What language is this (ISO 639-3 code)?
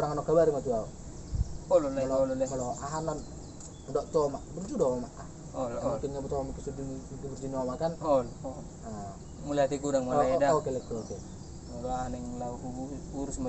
bbc